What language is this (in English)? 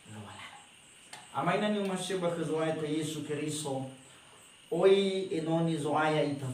Nias